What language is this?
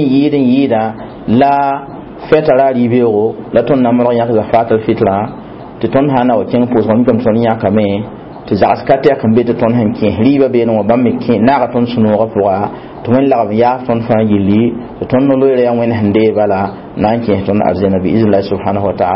Mossi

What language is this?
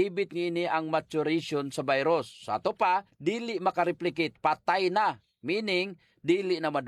Cebuano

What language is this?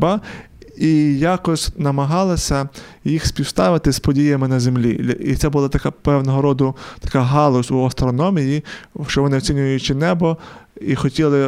Ukrainian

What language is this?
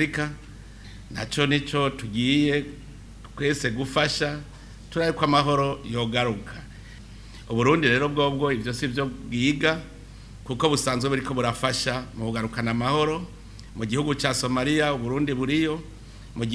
Rundi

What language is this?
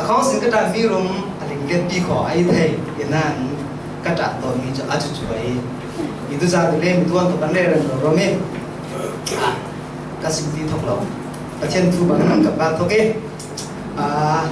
Falam Chin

